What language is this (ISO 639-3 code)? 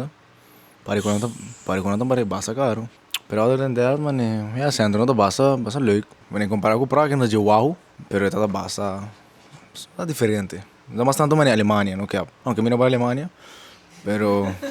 pap